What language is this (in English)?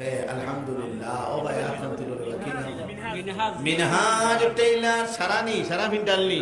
Sylheti